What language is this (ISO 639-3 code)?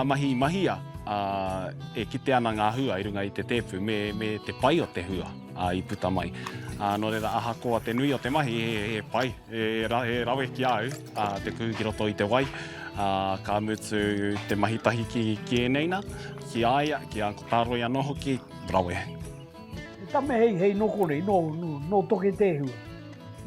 mri